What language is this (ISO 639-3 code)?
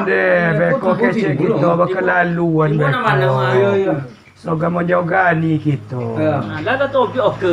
min